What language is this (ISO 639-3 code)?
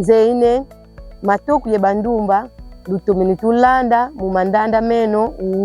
kon